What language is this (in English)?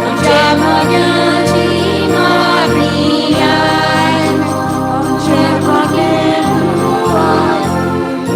Konkani